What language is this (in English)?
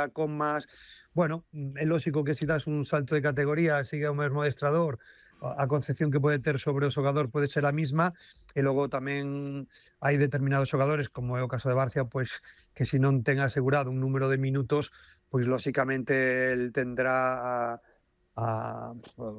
Galician